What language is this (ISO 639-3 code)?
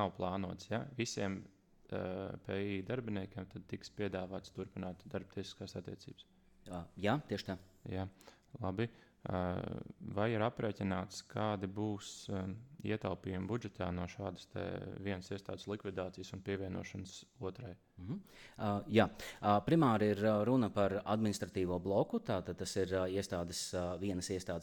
lav